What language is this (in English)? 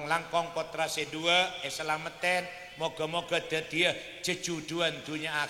Madurese